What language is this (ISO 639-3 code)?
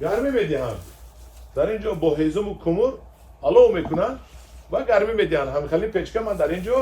tgk